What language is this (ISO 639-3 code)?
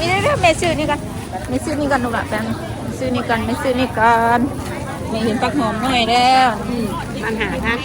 tts